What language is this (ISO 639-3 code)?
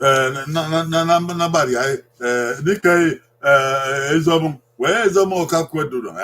bin